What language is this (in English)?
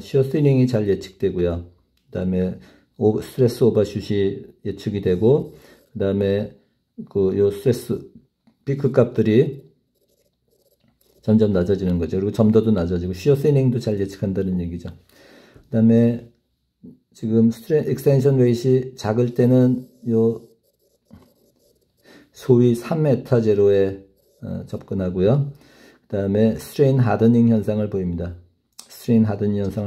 Korean